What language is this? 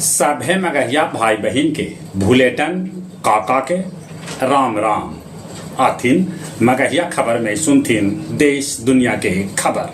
Magahi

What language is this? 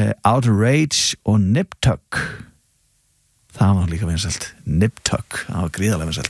Icelandic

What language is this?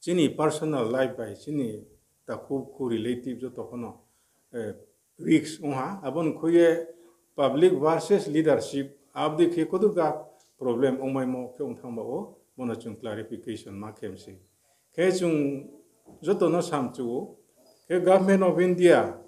Riang (India)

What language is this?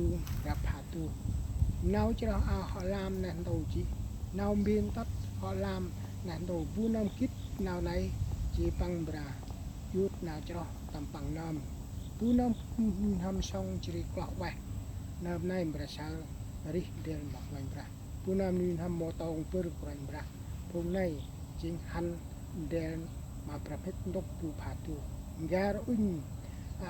Central Mnong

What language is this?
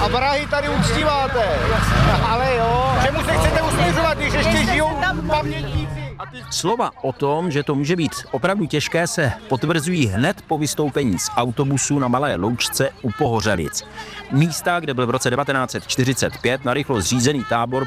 Czech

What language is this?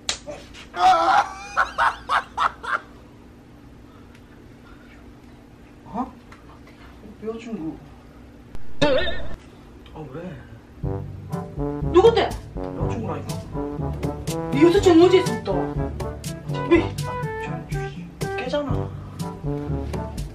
Korean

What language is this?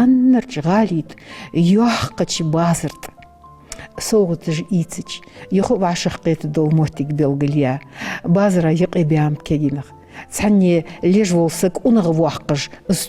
Ingush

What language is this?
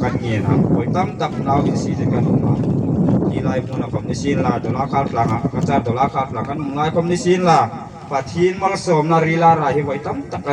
Hmar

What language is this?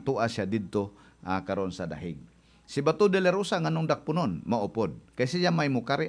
Cebuano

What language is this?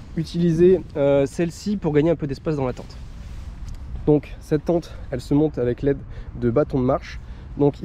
French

